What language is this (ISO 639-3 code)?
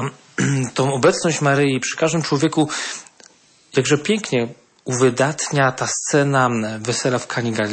pol